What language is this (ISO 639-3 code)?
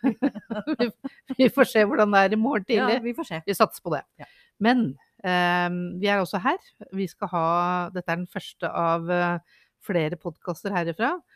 nor